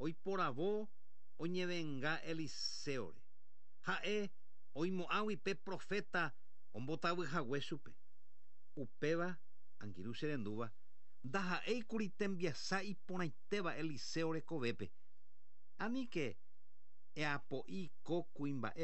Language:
Guarani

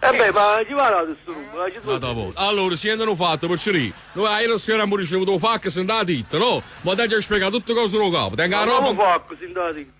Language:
Neapolitan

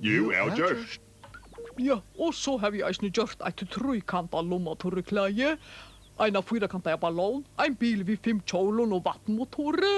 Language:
Faroese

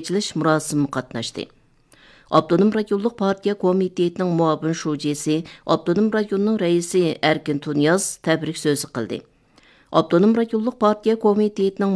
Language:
Uyghur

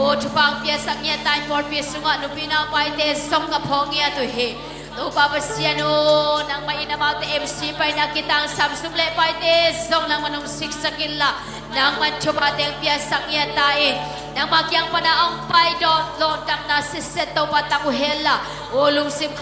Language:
Tedim Chin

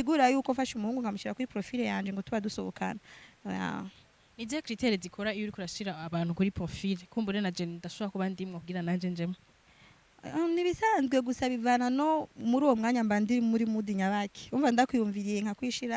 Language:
Rundi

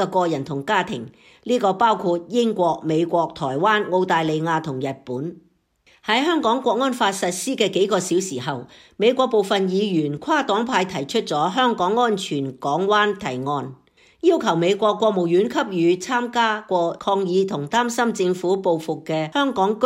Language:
Cantonese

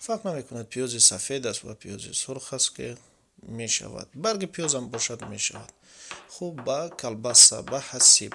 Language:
Tajik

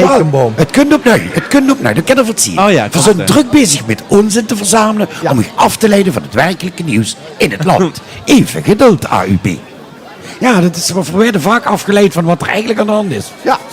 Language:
Limburgish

